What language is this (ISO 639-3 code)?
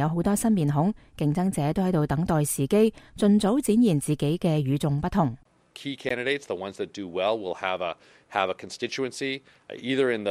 yue